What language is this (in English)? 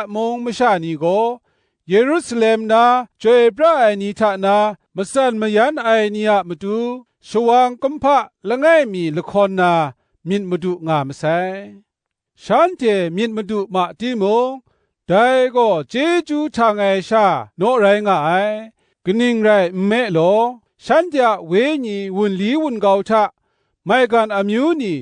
Kachin